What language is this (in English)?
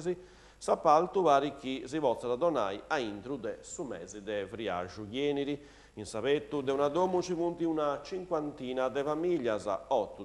Sardinian